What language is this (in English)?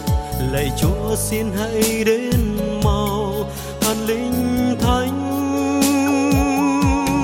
Vietnamese